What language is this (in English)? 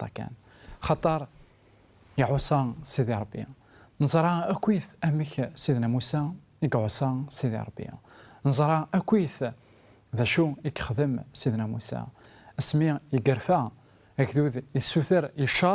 Kabyle